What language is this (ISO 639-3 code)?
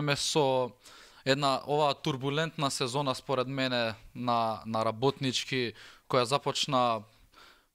mkd